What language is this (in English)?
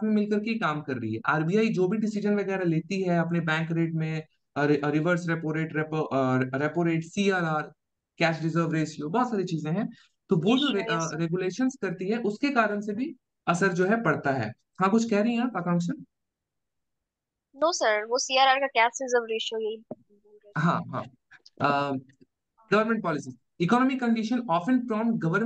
Hindi